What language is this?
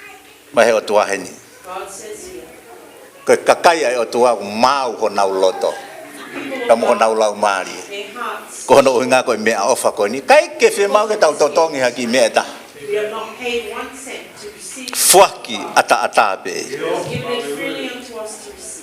Tongan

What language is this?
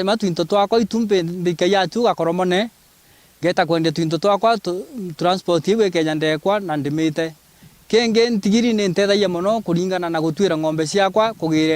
Meru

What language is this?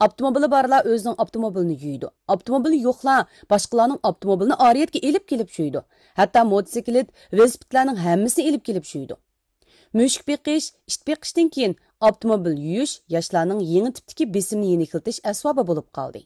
Uyghur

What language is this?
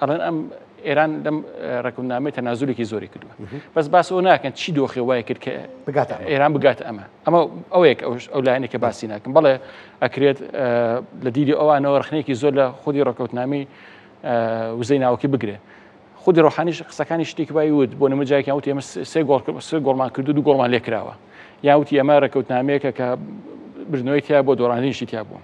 Central Kurdish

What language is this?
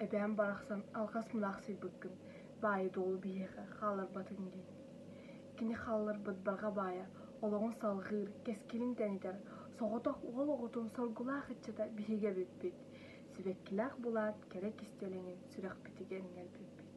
Yakut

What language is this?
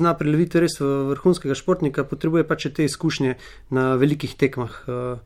Slovenian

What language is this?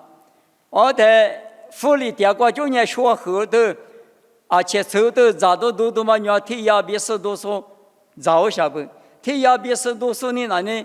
Lisu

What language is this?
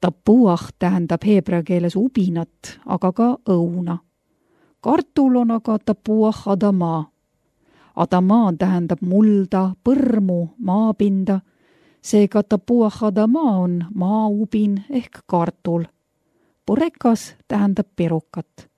Estonian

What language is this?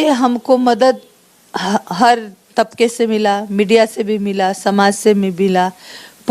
Santali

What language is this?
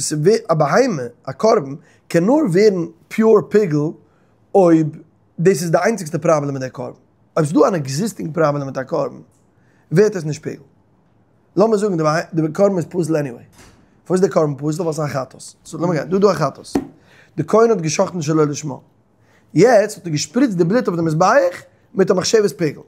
Yiddish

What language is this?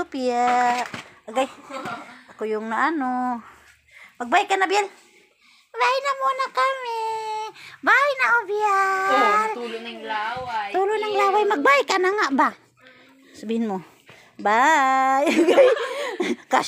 Filipino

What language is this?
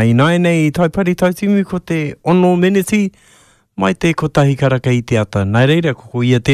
Māori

